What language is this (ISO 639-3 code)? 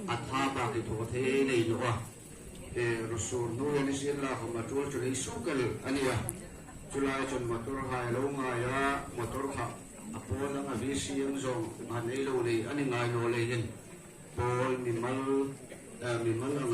hmr